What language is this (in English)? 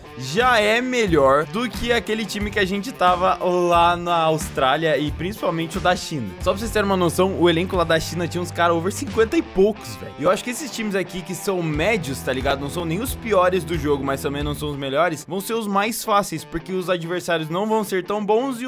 Portuguese